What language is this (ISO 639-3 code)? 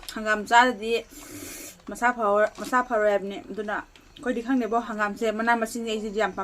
mni